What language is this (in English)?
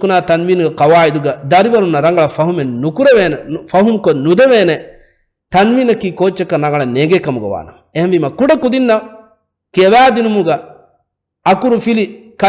Divehi